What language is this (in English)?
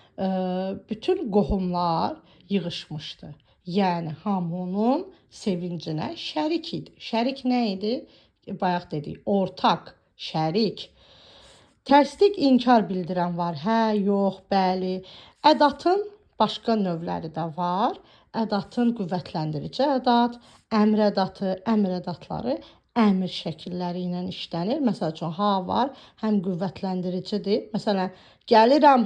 Azerbaijani